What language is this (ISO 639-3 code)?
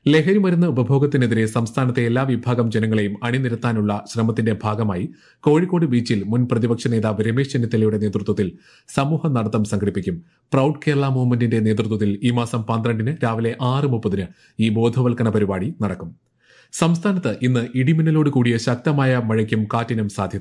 mal